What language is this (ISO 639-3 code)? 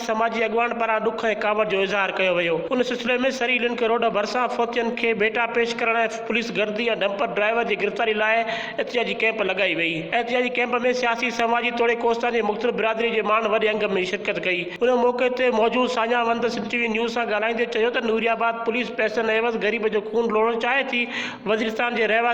snd